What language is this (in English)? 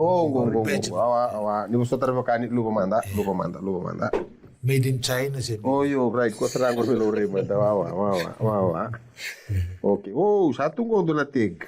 Fijian